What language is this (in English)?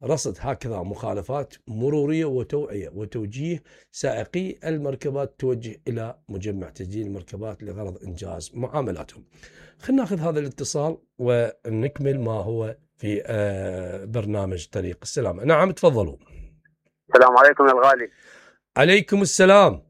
Mesopotamian Arabic